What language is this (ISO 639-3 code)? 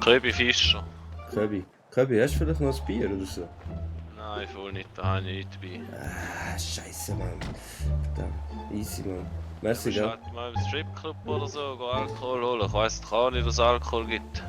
gsw